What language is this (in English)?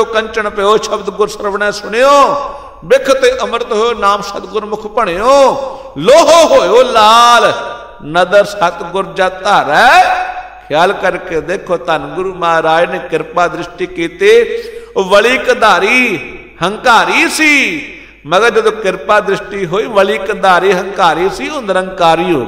Punjabi